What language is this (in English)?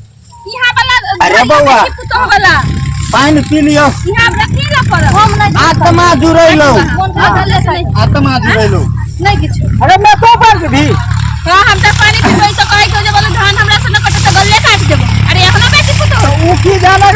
Maithili